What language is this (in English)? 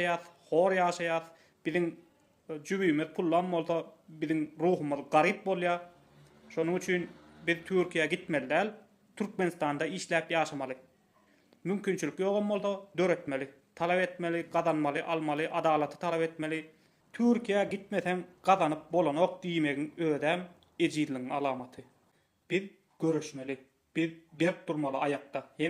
Turkmen